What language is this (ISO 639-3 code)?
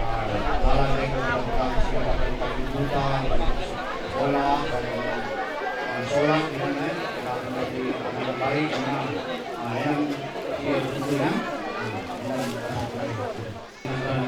btx